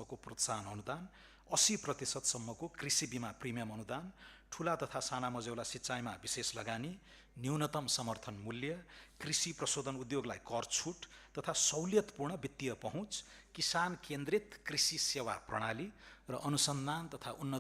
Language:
Nepali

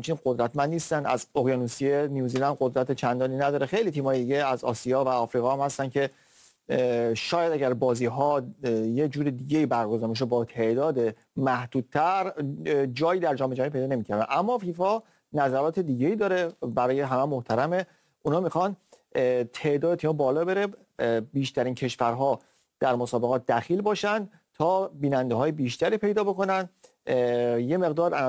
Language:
Persian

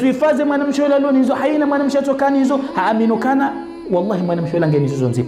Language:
Ngazidja Comorian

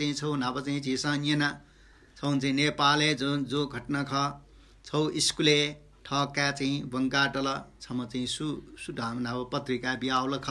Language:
Newari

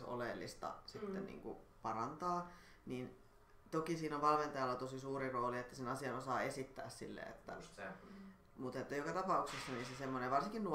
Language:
Finnish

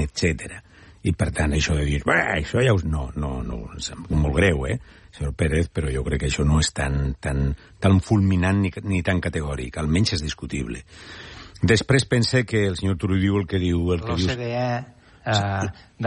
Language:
Catalan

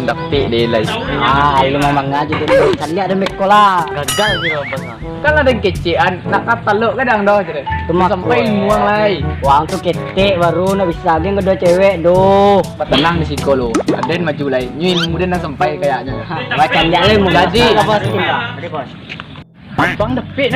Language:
Minangkabau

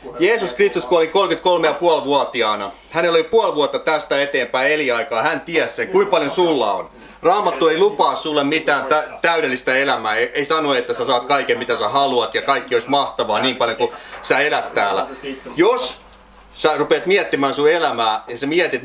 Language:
Finnish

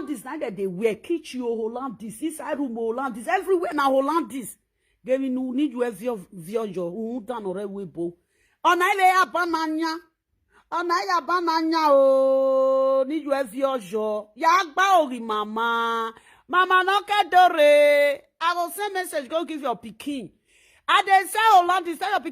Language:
Nigerian Pidgin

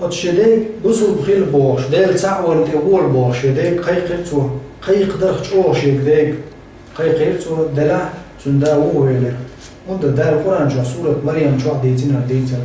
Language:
Chechen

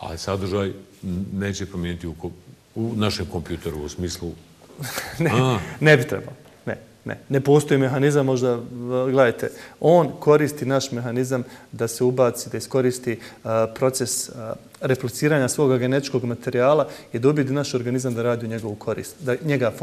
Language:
Bosnian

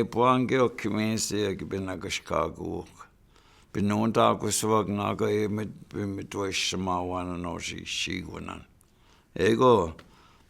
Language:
Chippewa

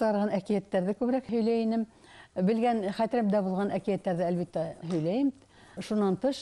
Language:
Bashkir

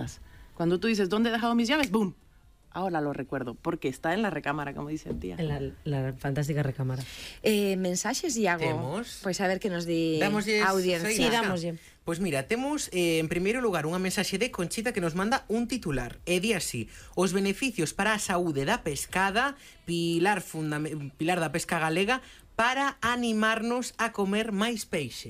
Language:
Galician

